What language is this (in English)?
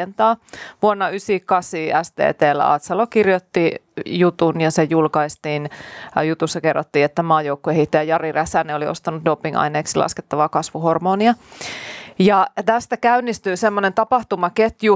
Finnish